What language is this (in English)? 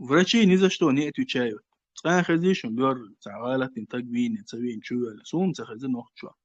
Chechen